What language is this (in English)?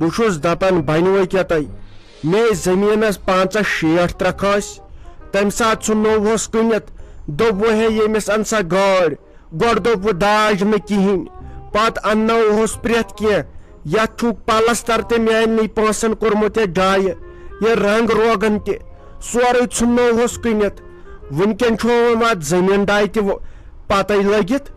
Kashmiri